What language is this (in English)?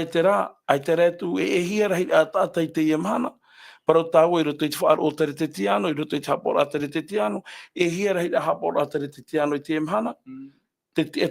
Tahitian